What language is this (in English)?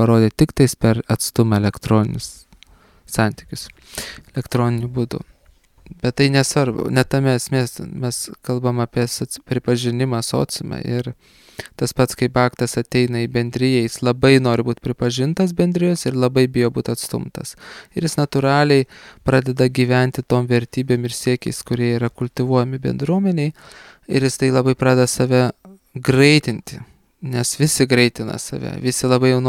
Lithuanian